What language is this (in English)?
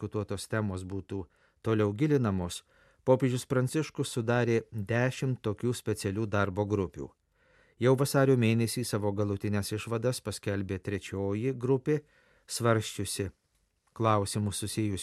Lithuanian